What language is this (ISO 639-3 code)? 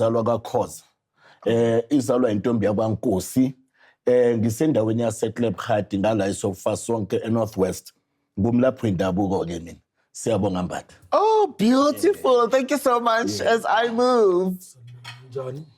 zul